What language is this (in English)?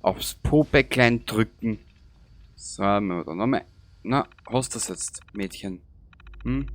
Bavarian